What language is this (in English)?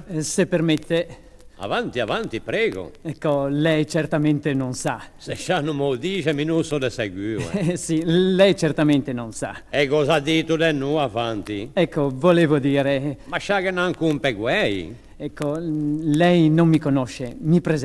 Ligurian